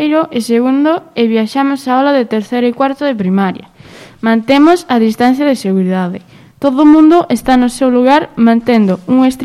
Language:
Galician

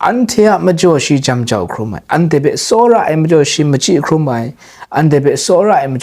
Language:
Kachin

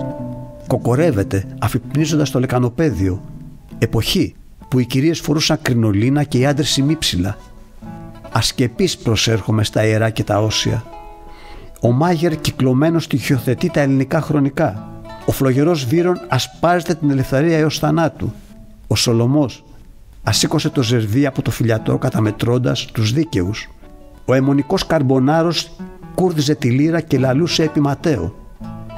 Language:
Greek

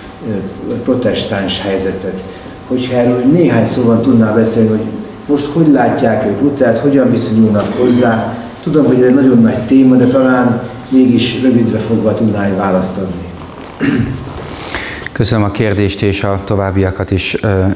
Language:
Hungarian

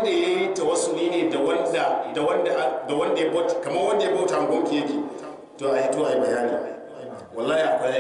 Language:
Hausa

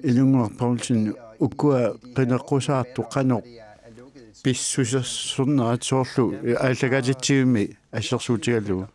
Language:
Kalaallisut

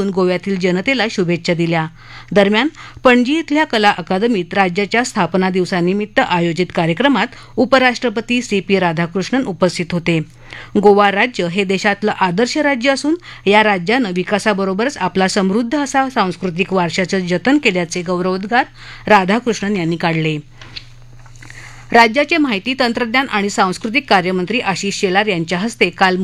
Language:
Marathi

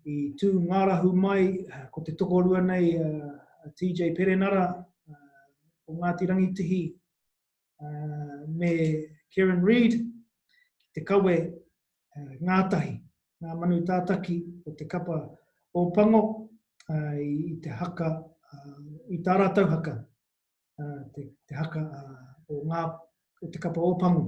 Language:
Māori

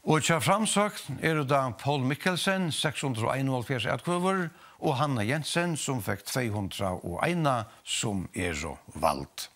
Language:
Faroese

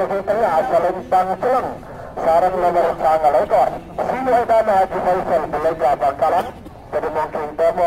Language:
Madurese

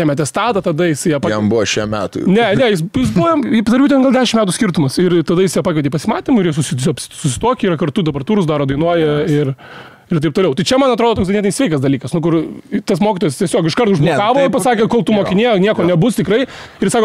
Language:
Lithuanian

